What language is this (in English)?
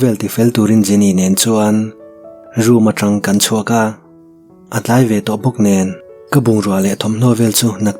Mizo